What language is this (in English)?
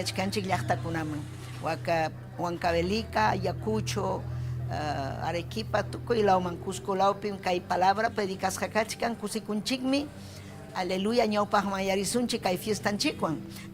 Ayacucho Quechua